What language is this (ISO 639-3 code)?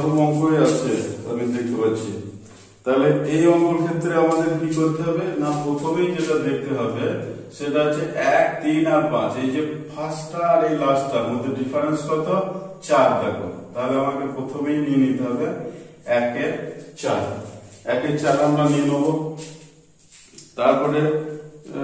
ben